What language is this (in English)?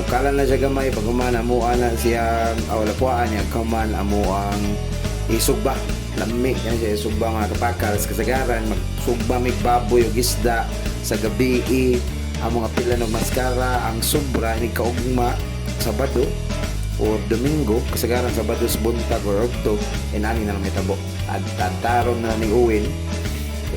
Cebuano